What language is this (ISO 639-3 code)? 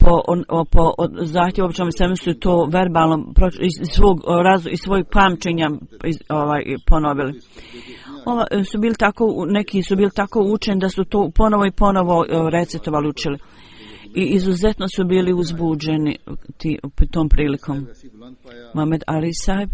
bos